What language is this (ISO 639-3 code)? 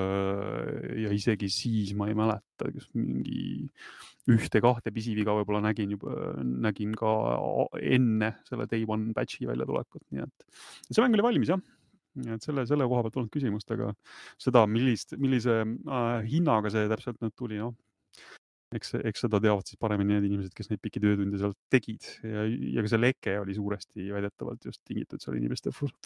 est